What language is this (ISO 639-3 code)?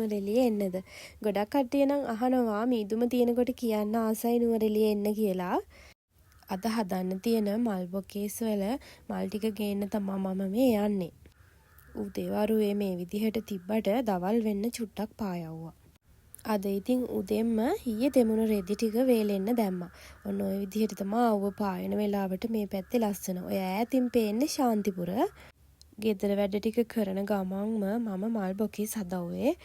sin